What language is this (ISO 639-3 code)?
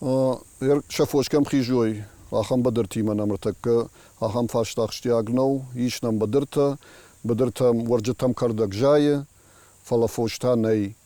oss